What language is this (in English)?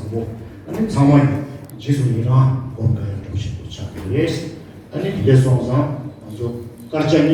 Tibetan